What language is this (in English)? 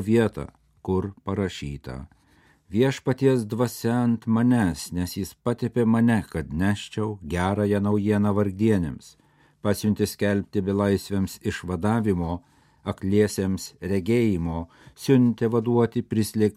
Lithuanian